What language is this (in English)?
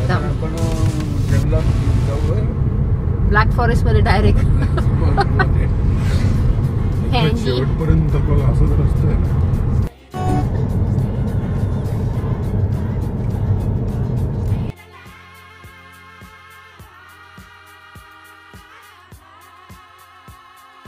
Marathi